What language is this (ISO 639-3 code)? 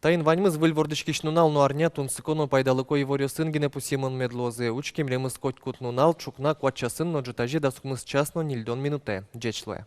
udm